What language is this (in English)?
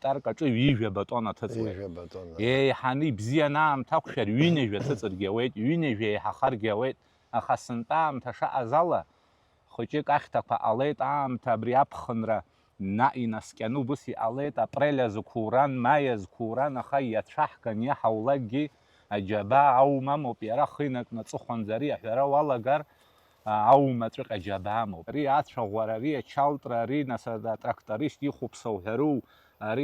Abkhazian